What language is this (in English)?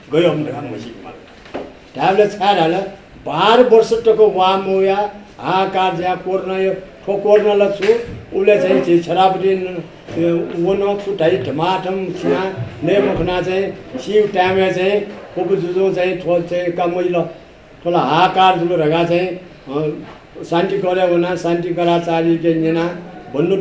Newari